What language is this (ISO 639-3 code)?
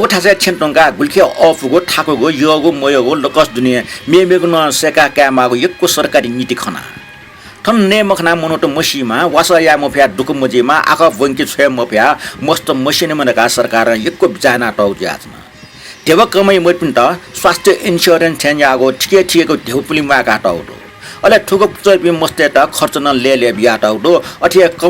new